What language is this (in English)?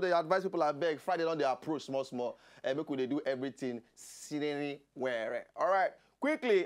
Nigerian Pidgin